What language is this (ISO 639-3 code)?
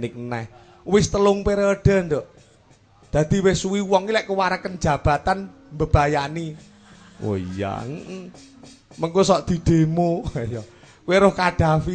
jav